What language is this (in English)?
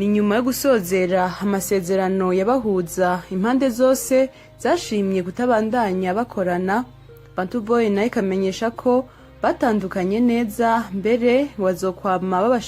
Rundi